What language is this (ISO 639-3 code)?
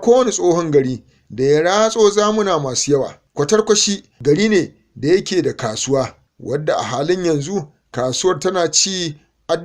hau